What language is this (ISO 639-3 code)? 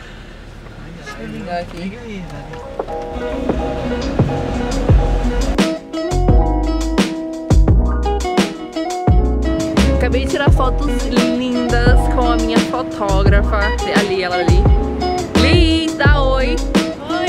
por